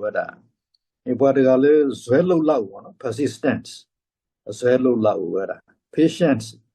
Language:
S'gaw Karen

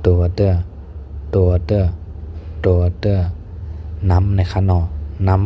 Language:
Shan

